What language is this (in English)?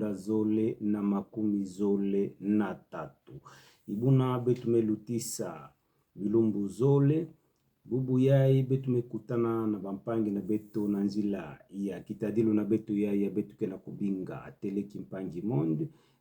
Kituba (Democratic Republic of Congo)